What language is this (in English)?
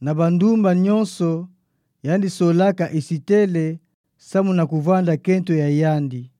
Kituba (Democratic Republic of Congo)